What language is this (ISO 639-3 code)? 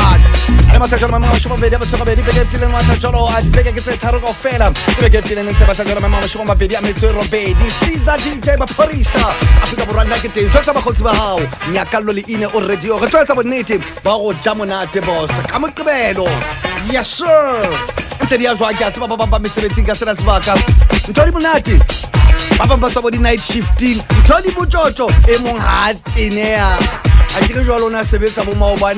sot